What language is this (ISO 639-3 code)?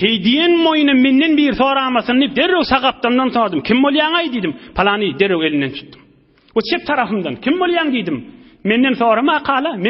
tuk